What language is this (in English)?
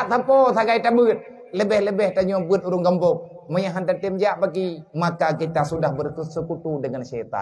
Achinese